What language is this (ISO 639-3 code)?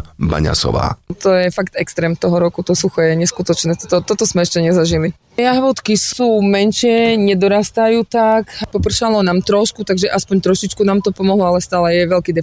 slk